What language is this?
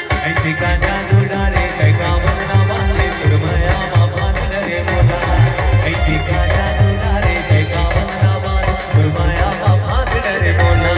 Chhattisgarhi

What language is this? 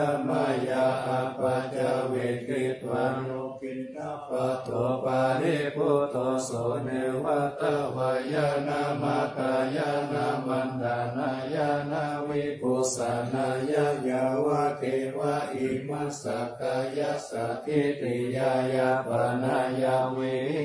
Pali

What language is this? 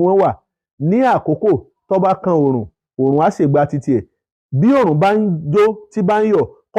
Yoruba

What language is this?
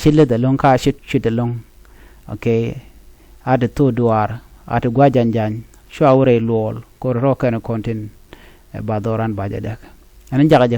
Nuer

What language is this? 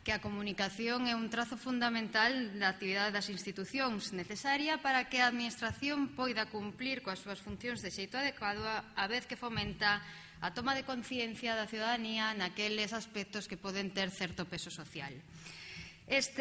Galician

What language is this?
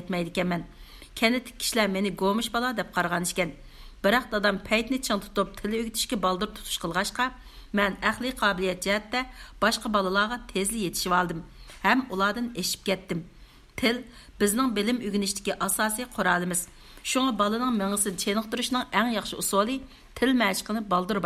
Uyghur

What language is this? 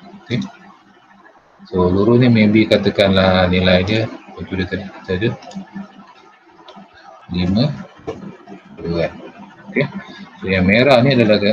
Malay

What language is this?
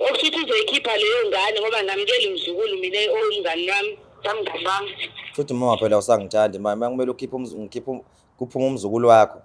Zulu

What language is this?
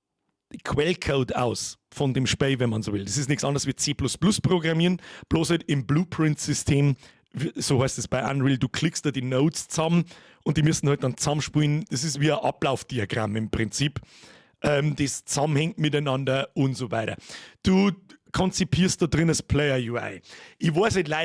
Bavarian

